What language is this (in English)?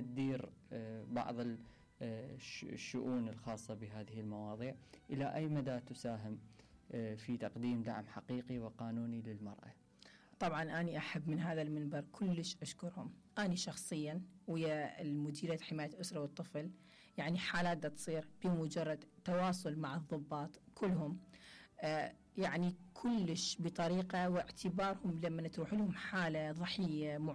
Mesopotamian Arabic